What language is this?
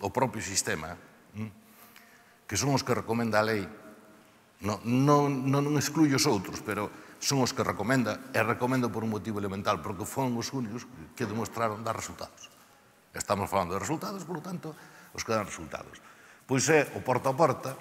Galician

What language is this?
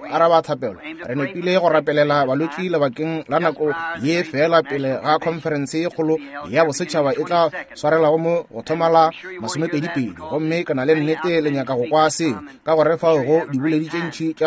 Northern Sotho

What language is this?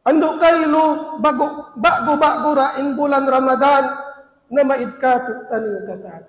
Tausug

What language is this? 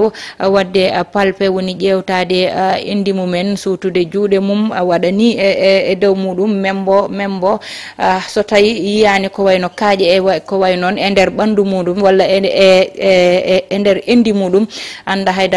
Fula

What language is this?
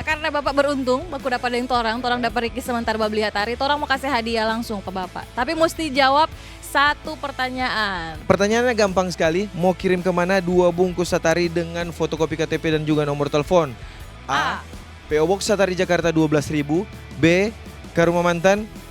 Manado Malay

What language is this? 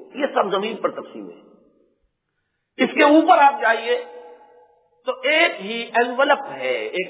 Urdu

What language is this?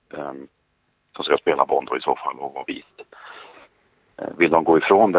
Swedish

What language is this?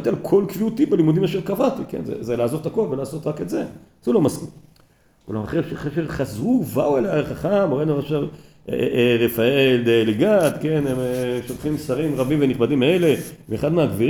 Hebrew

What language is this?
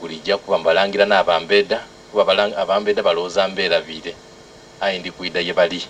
Soga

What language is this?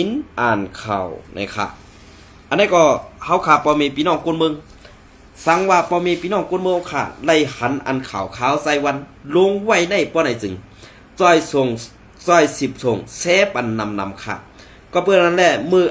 Shan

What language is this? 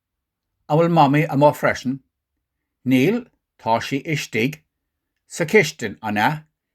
Irish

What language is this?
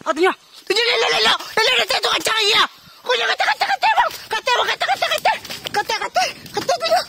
Minangkabau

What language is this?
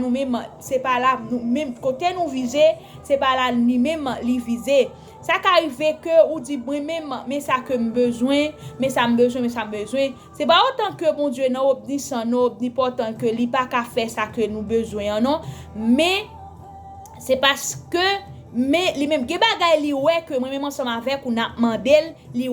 Haitian Creole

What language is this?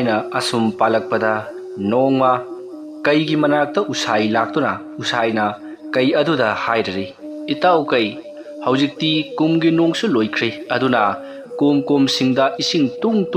Manipuri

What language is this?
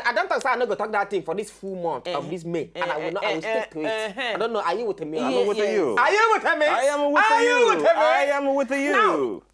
Nigerian Pidgin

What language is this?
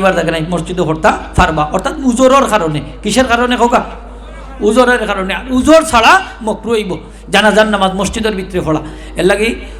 Sylheti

